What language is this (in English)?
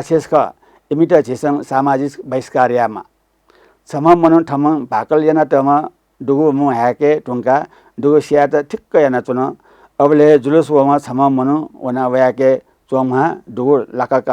Newari